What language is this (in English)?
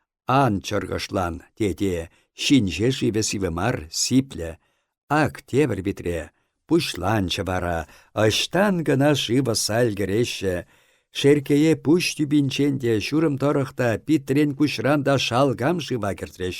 Chuvash